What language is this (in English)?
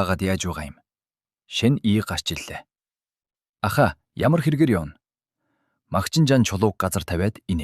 Mongolian